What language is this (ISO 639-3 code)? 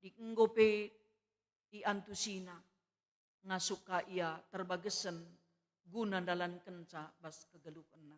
btx